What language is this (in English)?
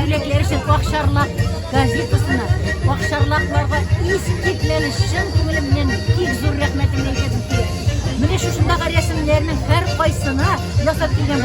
Tatar